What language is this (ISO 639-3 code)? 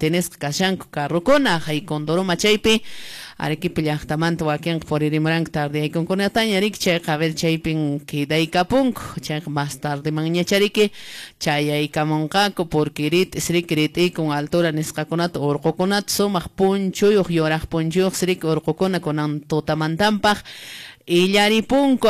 que